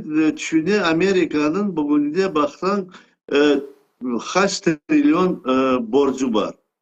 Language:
Crimean Tatar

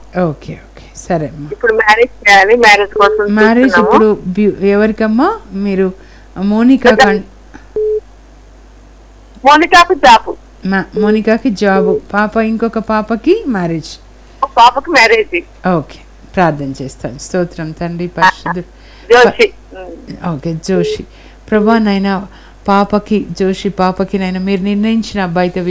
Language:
Telugu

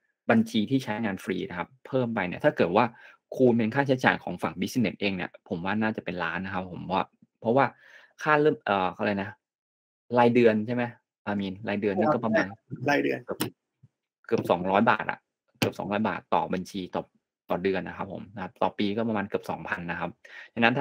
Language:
Thai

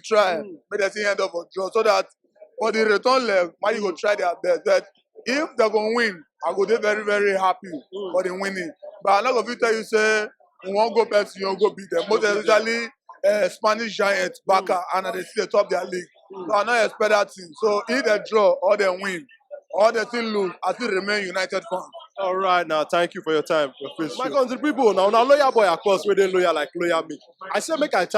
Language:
Nigerian Pidgin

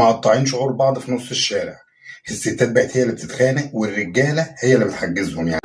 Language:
Egyptian Arabic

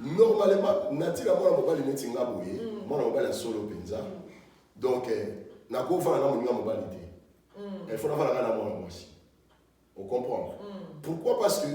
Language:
Lingala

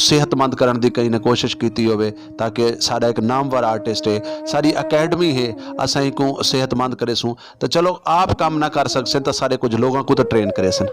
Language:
Saraiki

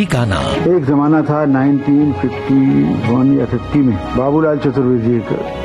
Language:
Hindi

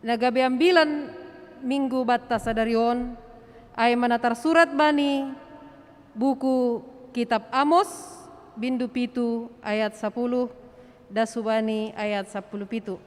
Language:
Batak Simalungun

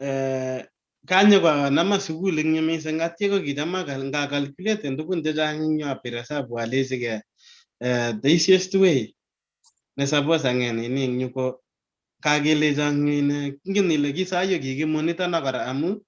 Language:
Kalenjin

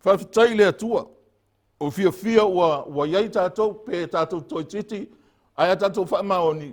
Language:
Samoan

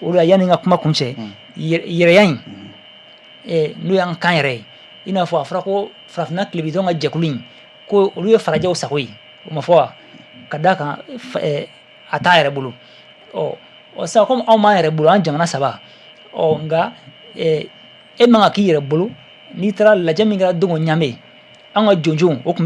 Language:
Bambara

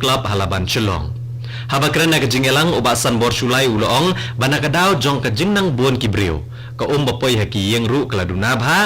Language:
Khasi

